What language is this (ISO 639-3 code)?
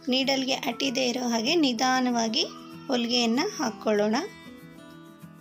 kan